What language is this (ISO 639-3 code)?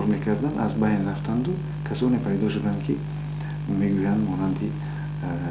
tgk